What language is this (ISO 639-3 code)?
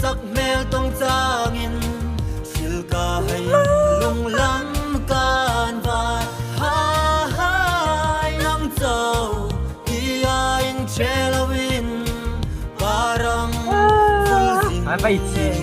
hmr